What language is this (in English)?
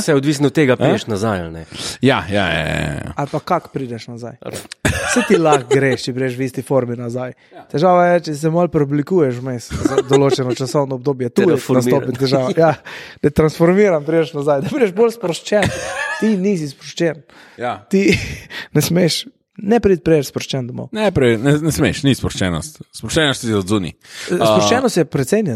Slovenian